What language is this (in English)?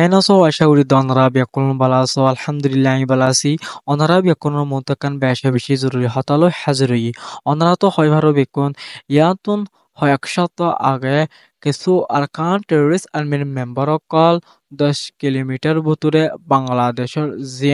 Rohingya